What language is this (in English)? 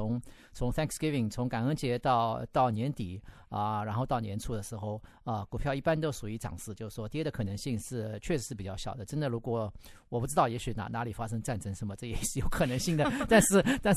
Chinese